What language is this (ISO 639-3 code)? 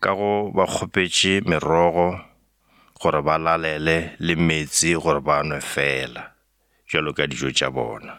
nso